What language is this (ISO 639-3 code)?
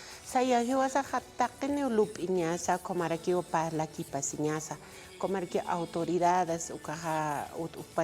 aym